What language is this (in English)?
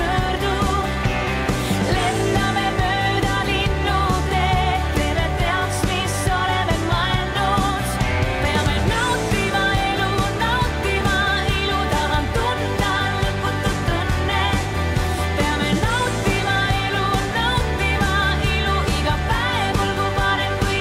Estonian